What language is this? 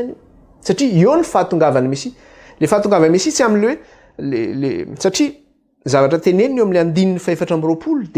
Malagasy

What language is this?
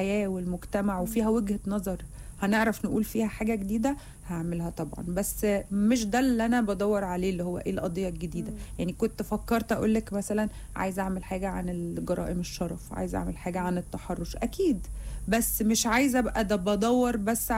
Egyptian Arabic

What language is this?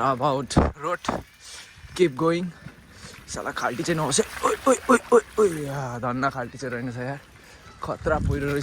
Nepali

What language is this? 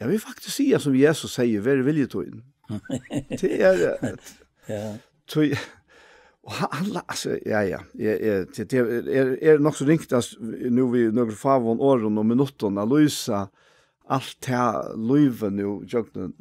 Faroese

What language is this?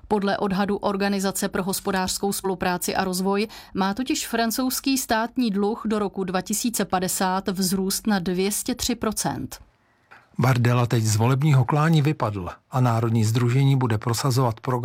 Czech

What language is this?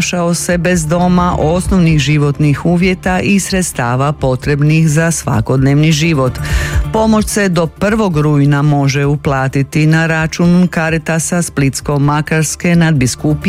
Croatian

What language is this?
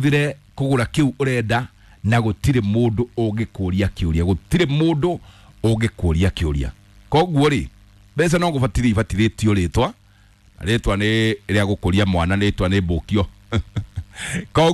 Kikuyu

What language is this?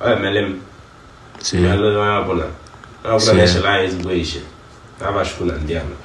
Igbo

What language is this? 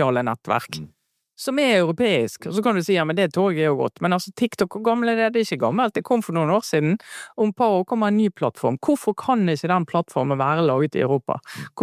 Norwegian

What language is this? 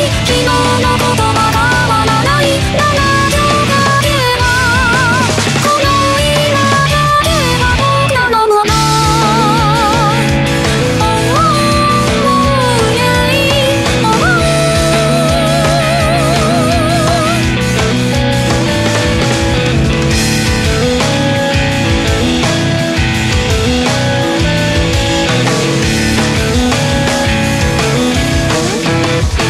Japanese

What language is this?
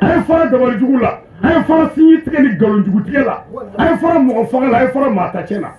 Bambara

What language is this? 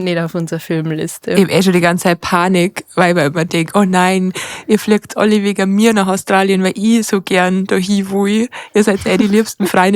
Bavarian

